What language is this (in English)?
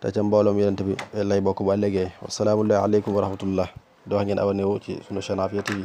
Wolof